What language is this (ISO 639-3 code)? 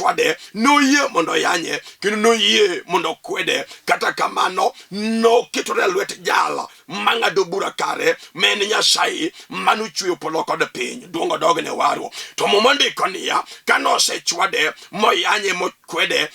luo